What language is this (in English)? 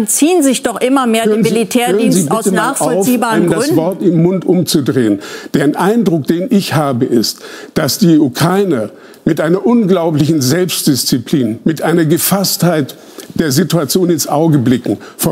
German